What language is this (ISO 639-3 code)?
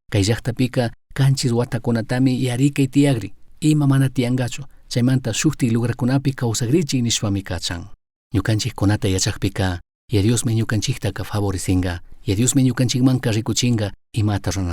qug